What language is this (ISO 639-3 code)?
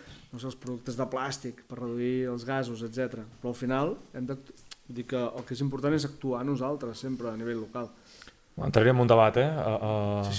cat